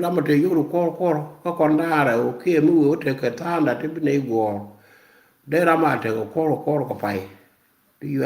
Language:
Nuer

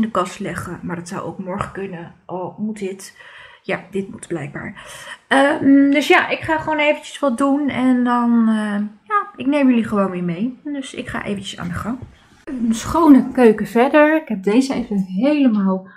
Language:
Dutch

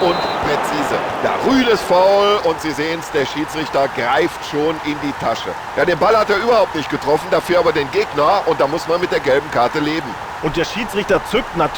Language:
Bavarian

